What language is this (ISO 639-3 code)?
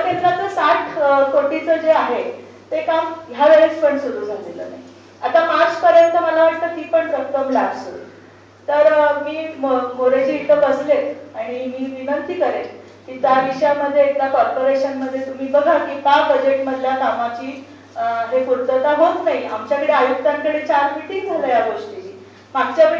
mar